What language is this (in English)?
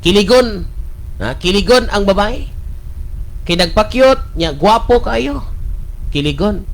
Cebuano